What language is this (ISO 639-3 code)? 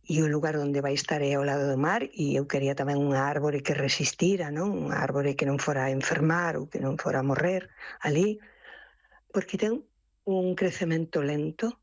glg